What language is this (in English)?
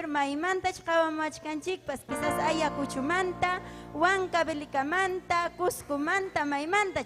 Ayacucho Quechua